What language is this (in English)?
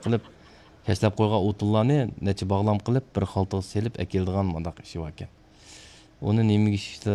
Uyghur